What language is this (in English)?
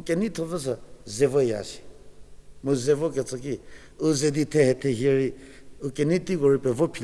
Angami Naga